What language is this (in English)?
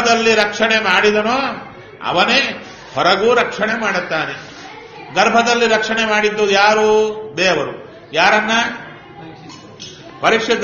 Kannada